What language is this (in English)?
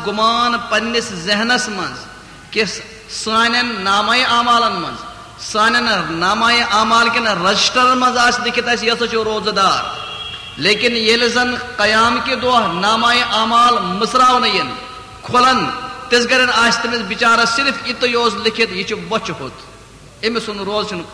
Kashmiri